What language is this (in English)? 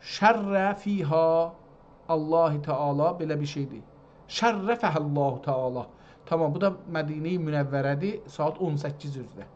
South Azerbaijani